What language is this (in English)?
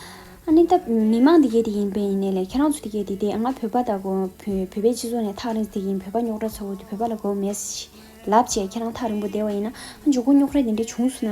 Tibetan